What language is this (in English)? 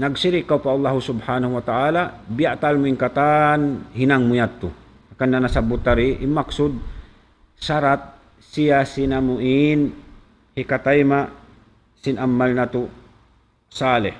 Tausug